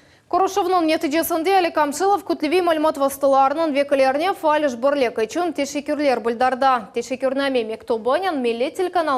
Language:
Crimean Tatar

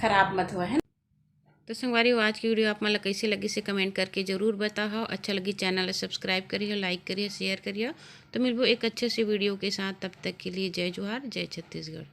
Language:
Chhattisgarhi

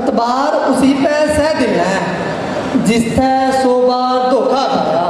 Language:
Haryanvi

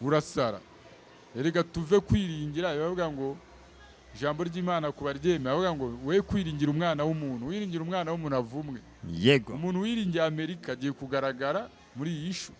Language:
Kinyarwanda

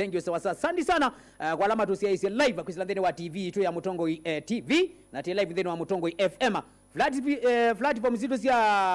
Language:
Kamba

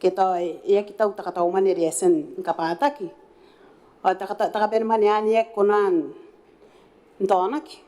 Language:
Gilbertese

